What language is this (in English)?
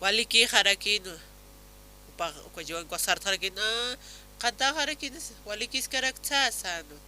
Aymara